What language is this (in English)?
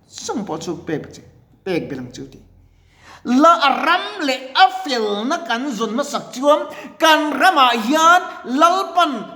Mizo